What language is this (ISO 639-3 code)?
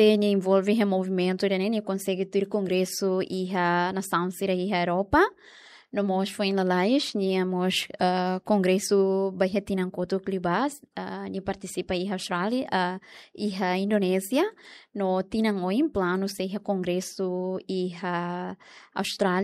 tet